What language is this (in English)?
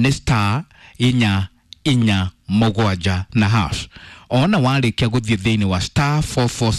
Kikuyu